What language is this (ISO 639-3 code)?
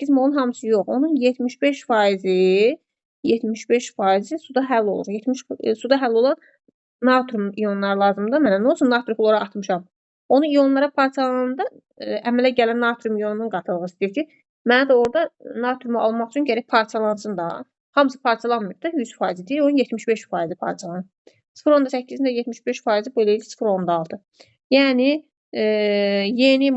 aze